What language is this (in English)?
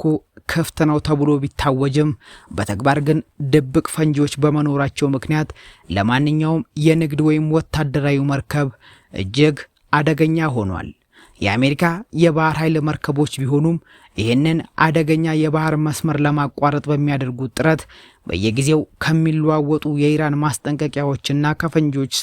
Amharic